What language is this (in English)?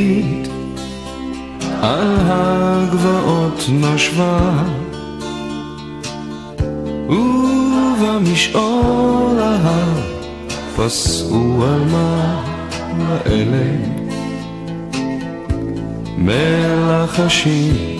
Hebrew